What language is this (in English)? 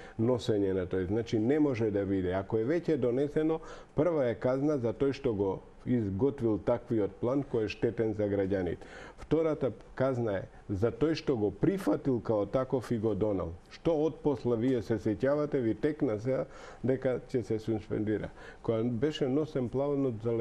Macedonian